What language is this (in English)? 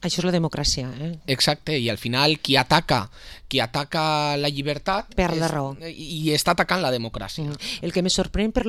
Catalan